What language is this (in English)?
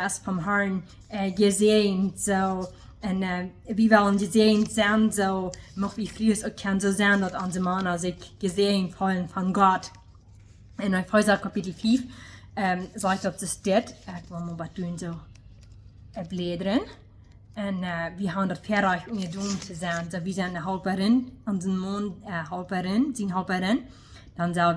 Plautdietsch